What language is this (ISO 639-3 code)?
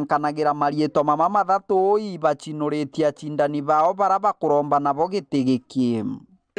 mer